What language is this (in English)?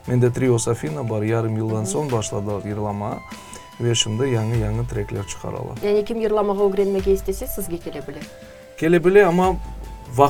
Crimean Tatar